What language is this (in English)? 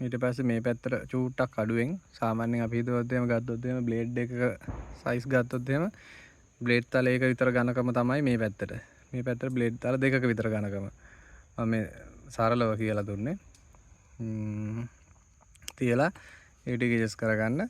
Sinhala